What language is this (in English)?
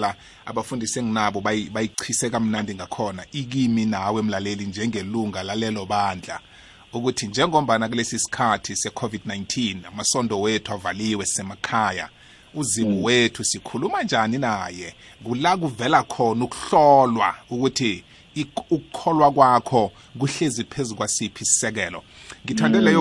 South Ndebele